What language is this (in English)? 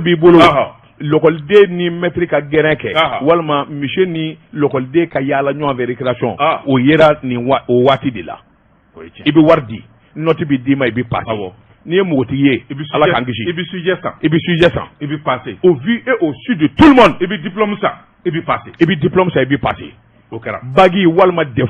Bambara